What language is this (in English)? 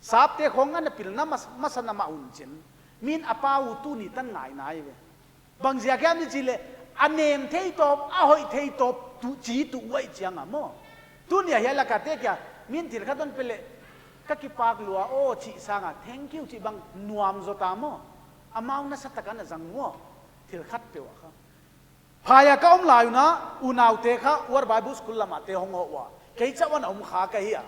Paite Chin